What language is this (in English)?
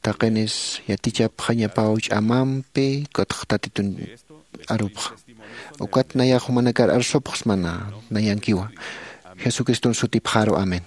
Aymara